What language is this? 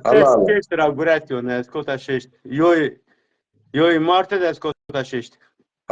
Zaza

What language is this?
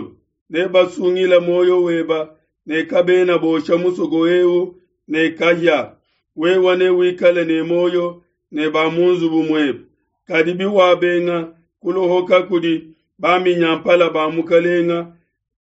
Luba-Lulua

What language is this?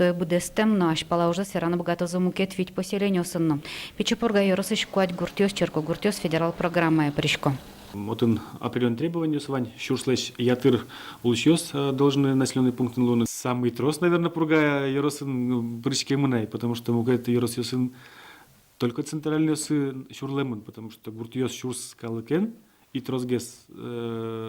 Udmurt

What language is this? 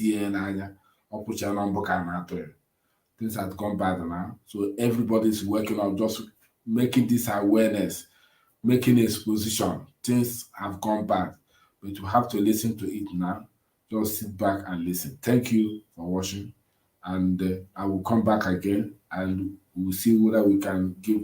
Igbo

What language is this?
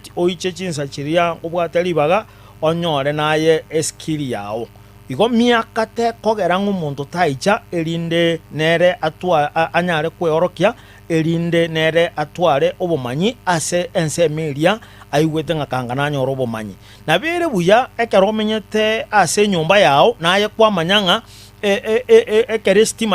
Gusii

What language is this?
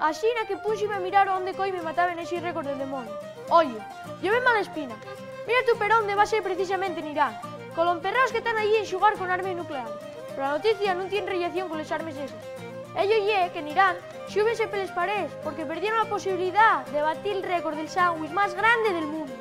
Asturian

